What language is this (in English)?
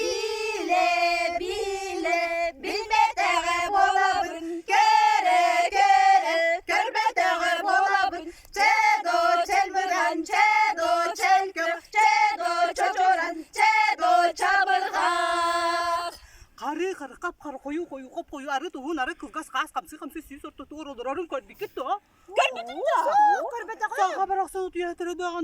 Yakut